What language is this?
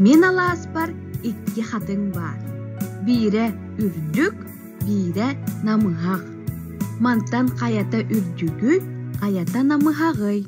Yakut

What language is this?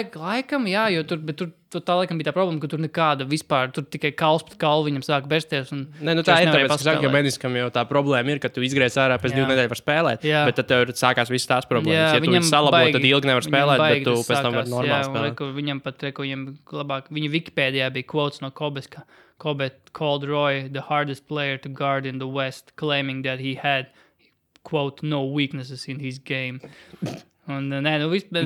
Latvian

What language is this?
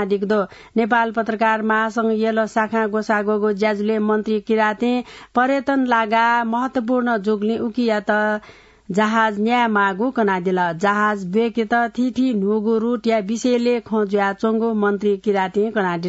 Newari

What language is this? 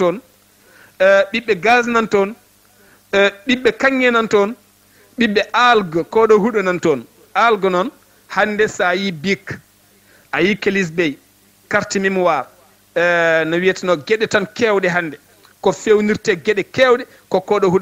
Fula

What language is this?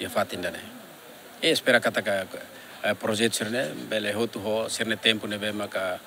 Tetum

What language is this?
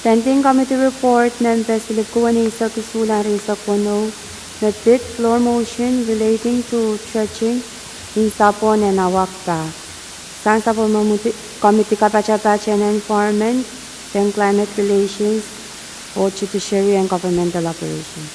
Pohnpeian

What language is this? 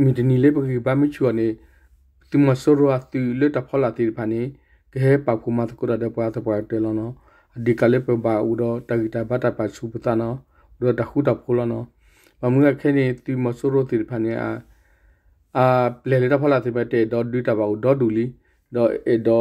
S'gaw Karen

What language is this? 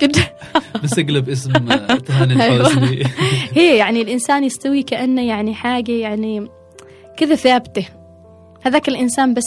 Gulf Arabic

